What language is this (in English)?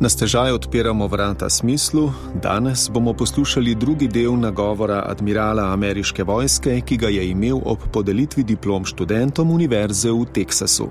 Slovenian